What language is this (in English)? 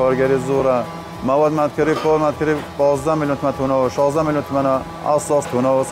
Kurdish